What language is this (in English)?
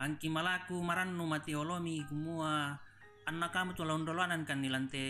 Toraja-Sa'dan